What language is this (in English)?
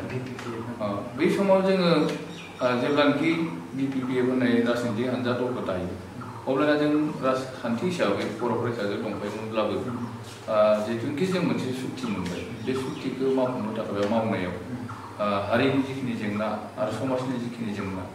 Bodo